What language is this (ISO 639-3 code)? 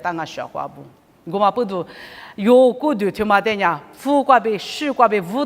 lis